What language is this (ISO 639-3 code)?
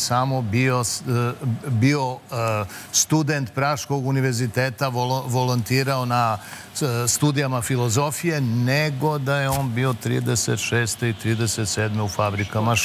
srp